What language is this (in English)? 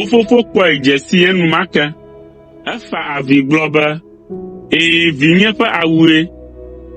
Ewe